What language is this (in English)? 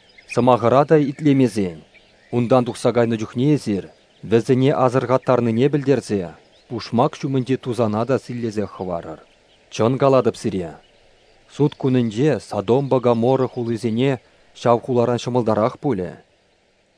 Chuvash